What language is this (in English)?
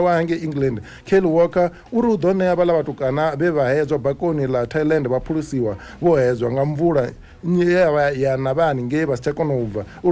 Venda